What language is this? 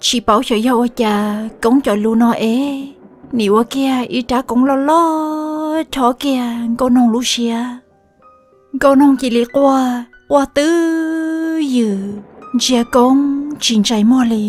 Hmong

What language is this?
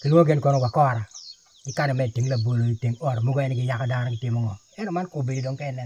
Acoli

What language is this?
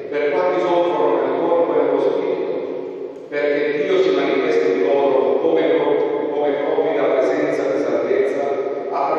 Italian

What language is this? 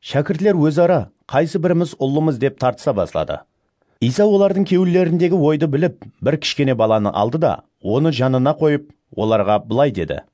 Kara-Kalpak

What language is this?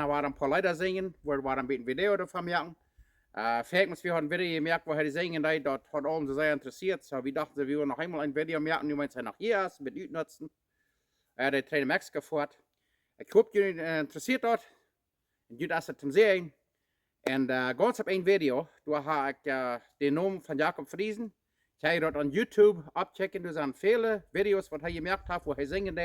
Plautdietsch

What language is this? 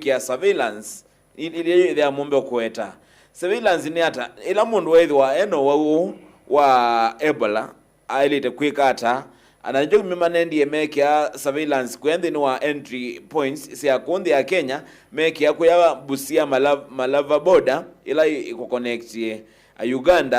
Kamba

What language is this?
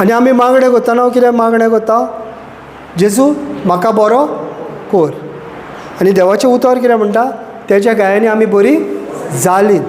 Konkani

